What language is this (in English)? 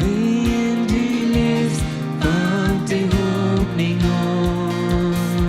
Plautdietsch